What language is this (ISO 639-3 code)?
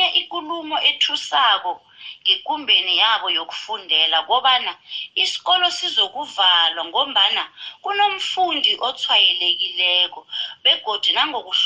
nbl